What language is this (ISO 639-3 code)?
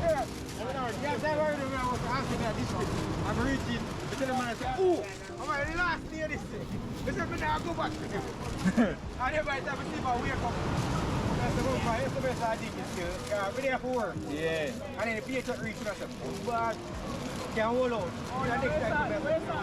jam